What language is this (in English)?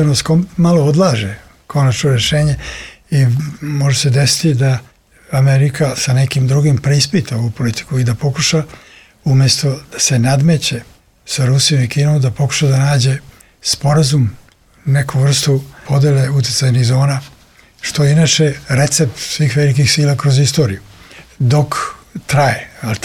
Serbian